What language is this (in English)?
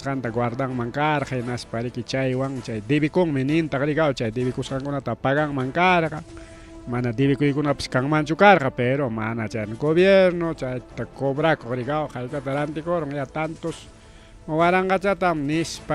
Ayacucho Quechua